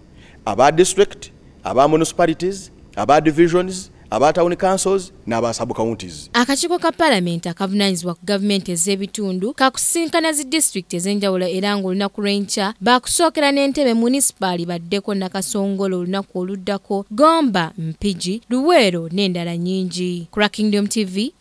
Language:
Ganda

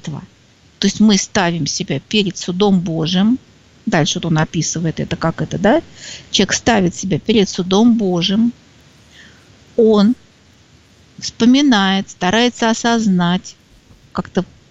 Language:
Russian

